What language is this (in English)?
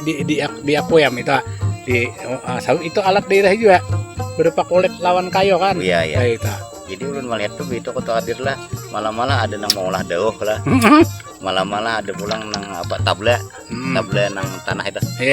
Banjar